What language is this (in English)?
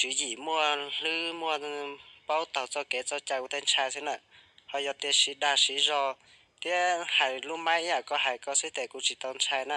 Hmong